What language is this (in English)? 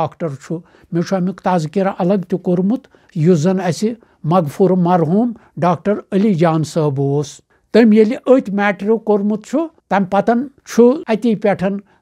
Kashmiri